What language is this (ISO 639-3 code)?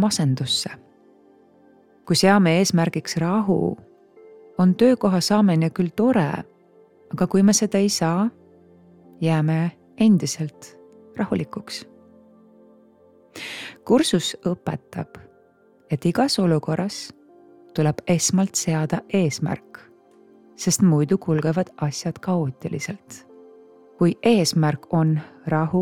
est